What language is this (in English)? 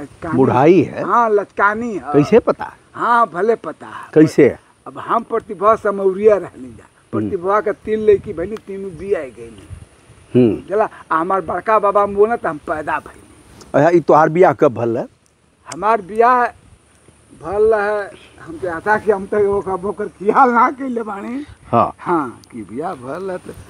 Bhojpuri